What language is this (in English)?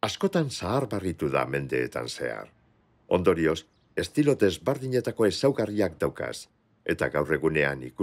Basque